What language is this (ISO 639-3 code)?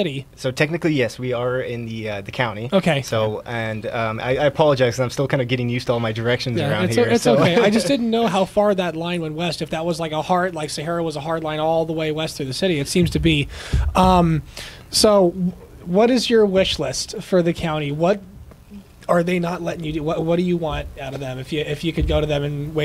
eng